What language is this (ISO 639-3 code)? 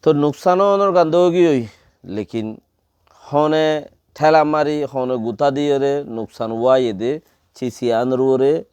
rhg